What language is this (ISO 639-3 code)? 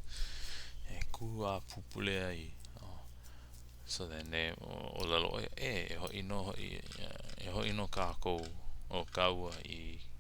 haw